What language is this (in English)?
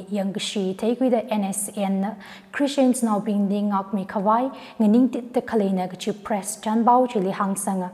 Tangkhul Naga (India)